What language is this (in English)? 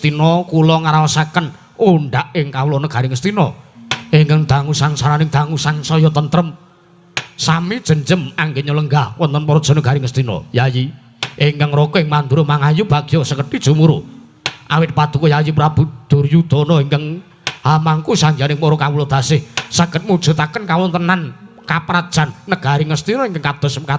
Javanese